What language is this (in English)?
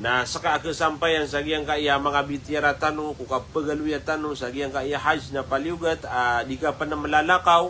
Maranao